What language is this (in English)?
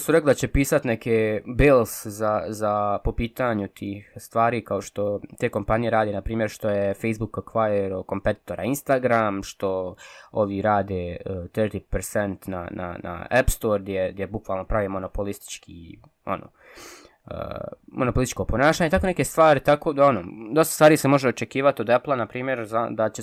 Bosnian